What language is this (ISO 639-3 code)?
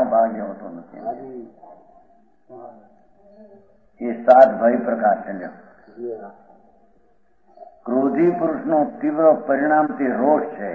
guj